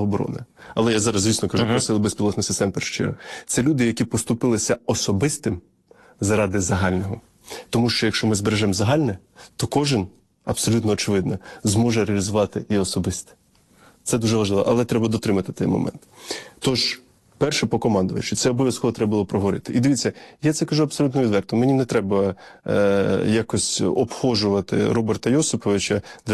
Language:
Ukrainian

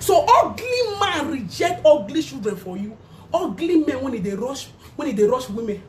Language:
Nigerian Pidgin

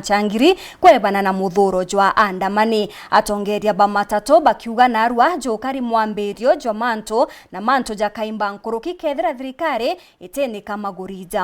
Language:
Meru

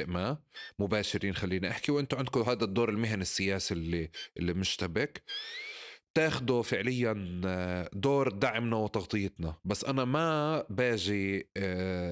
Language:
North Levantine Arabic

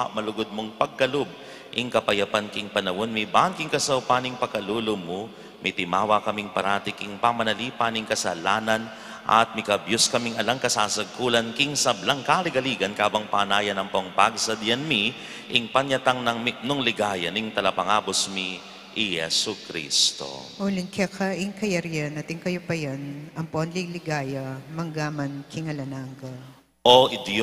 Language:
Pampanga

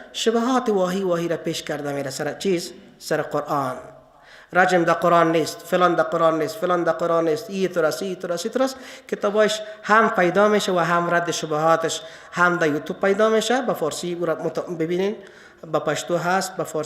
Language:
Persian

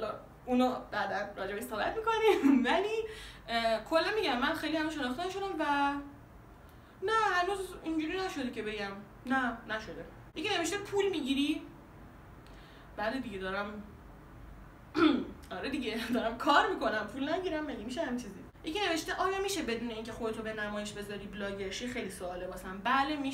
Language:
Persian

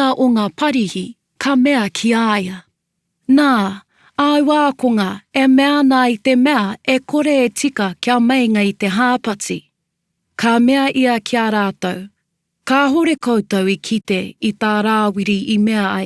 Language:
Māori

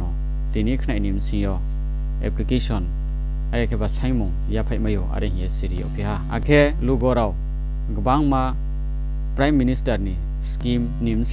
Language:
Riang (India)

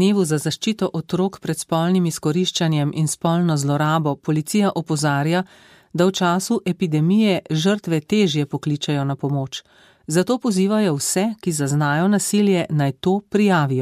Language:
Slovenian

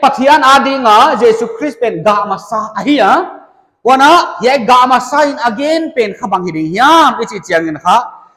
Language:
Paite Chin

